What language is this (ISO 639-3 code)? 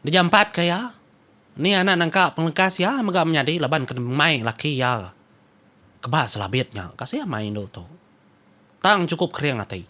iba